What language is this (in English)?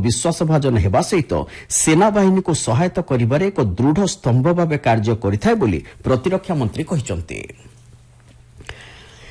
Odia